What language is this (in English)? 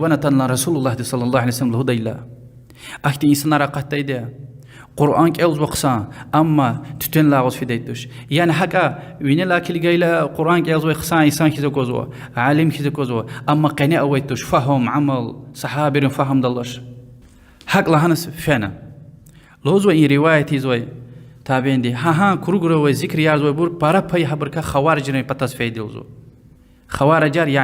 Lezghian